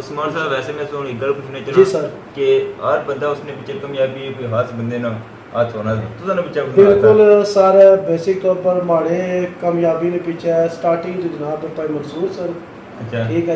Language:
Pahari-Potwari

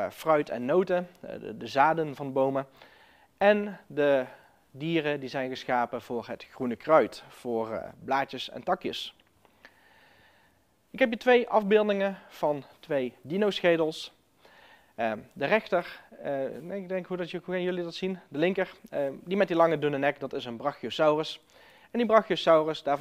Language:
Dutch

